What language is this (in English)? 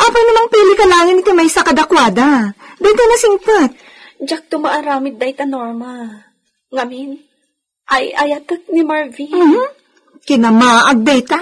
Iloko